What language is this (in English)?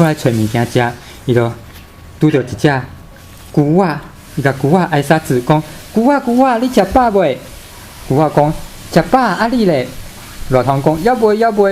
Min Nan Chinese